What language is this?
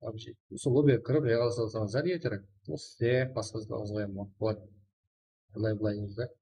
Kara-Kalpak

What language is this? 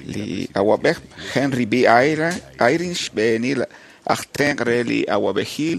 Kekchí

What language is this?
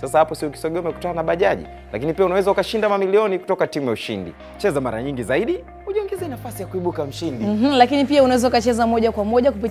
Swahili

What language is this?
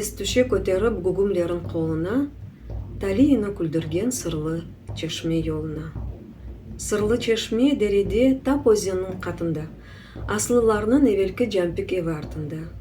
Crimean Tatar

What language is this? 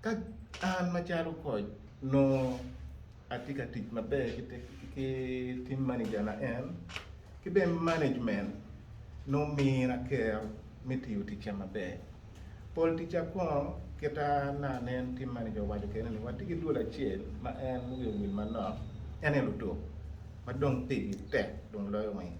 Acoli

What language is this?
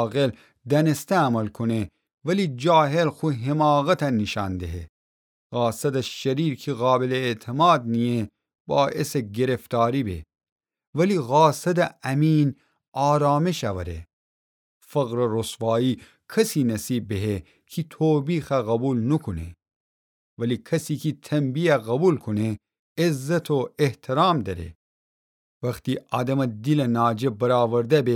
Gilaki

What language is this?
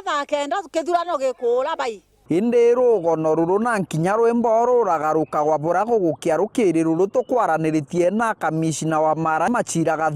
Meru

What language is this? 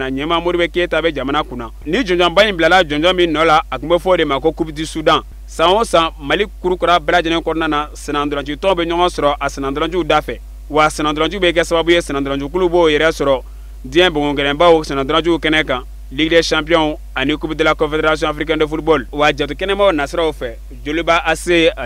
Bambara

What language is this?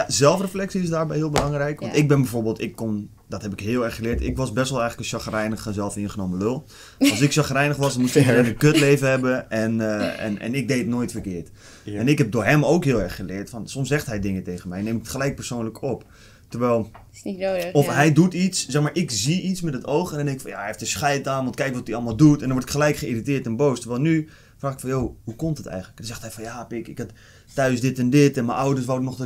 Dutch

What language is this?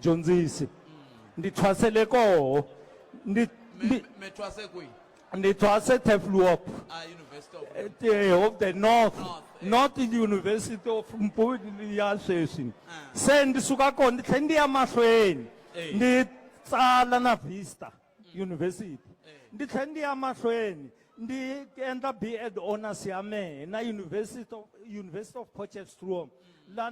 Tsonga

